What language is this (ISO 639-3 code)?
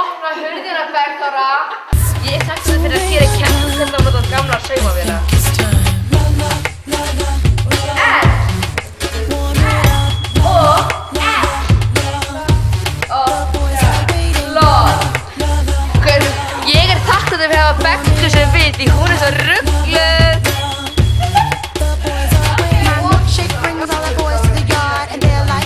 isl